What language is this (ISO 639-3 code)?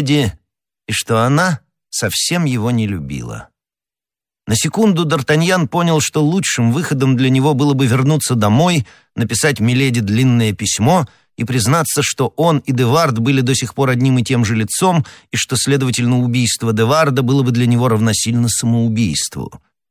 rus